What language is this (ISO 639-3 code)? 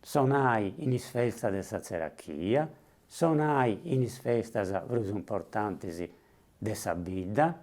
srd